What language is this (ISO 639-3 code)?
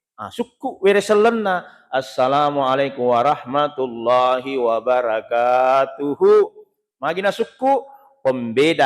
bug